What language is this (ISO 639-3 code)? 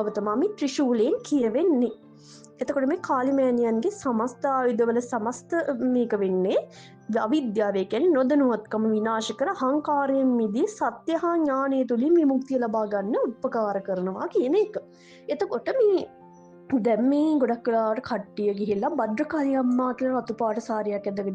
sin